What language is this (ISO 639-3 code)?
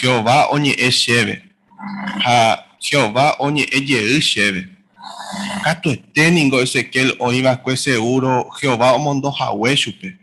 grn